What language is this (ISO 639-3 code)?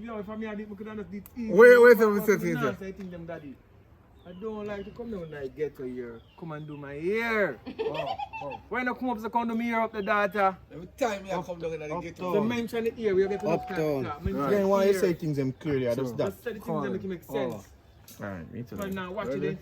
jam